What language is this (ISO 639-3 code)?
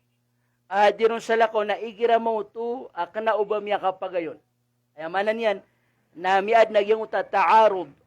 mrw